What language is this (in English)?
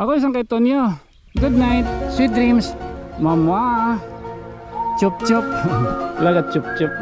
Waray